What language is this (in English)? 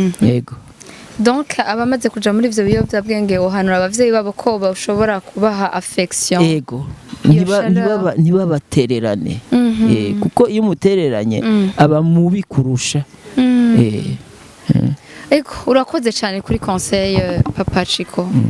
Rundi